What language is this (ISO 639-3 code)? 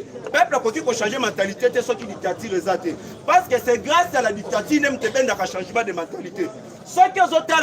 lin